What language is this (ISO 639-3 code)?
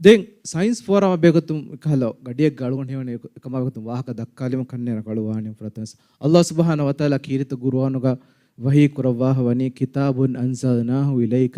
div